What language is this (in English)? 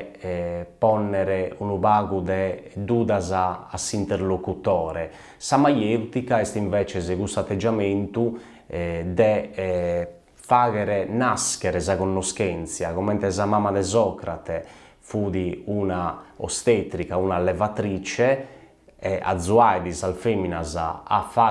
Sardinian